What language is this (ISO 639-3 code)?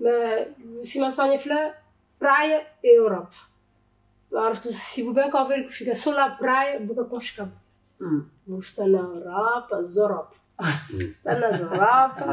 kea